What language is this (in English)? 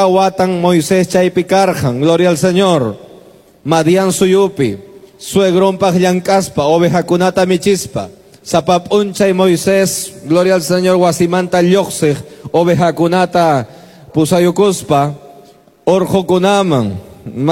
Quechua